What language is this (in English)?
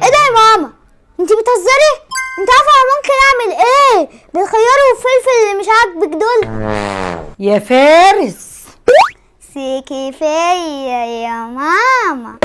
Egyptian Arabic